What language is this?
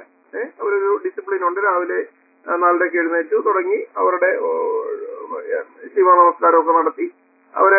Malayalam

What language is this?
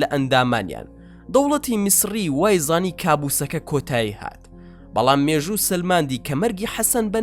Central Kurdish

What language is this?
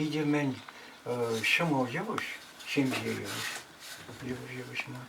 Chuvash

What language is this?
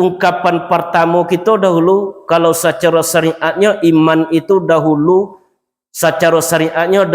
Minangkabau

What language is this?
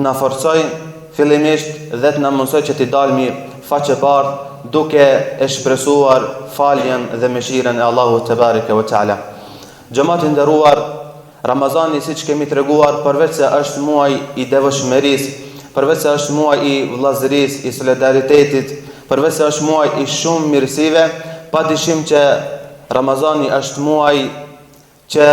Albanian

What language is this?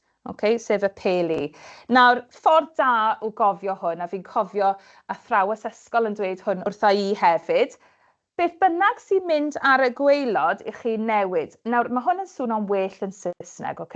Welsh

